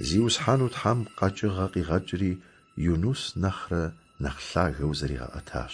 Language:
Kabardian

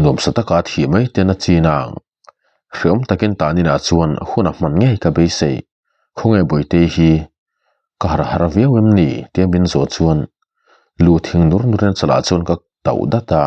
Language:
Mizo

